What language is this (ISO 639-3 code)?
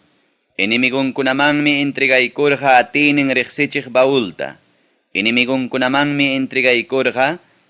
quy